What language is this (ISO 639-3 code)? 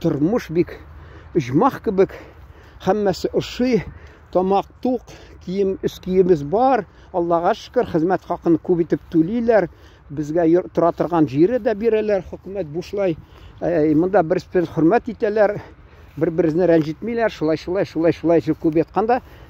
tat